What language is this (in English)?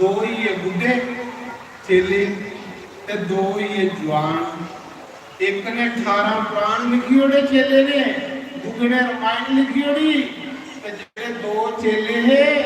Dogri